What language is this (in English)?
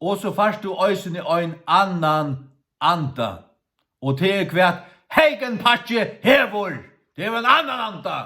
Faroese